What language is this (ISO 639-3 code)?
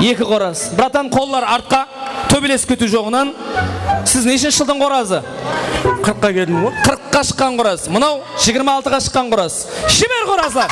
kaa